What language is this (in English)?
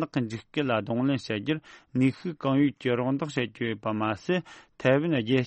Tibetan